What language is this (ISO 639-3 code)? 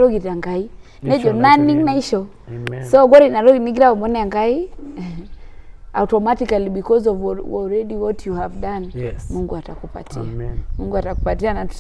mas